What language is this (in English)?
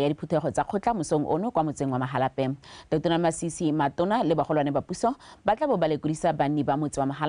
Tswana